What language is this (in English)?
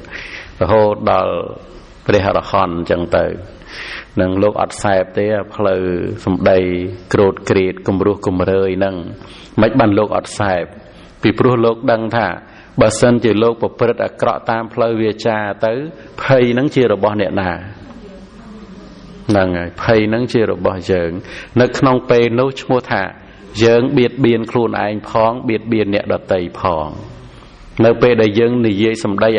Khmer